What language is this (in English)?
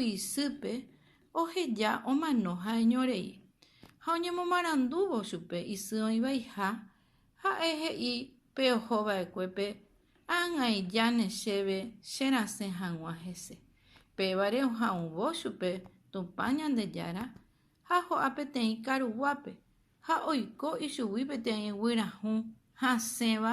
Guarani